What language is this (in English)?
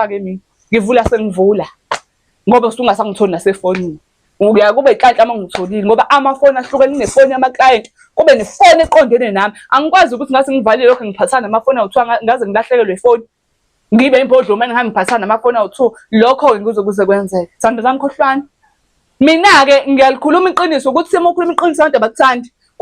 Zulu